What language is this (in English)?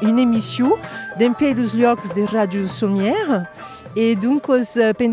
Occitan